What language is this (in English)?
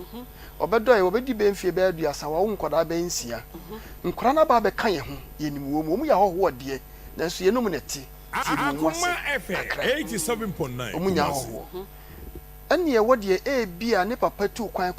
Akan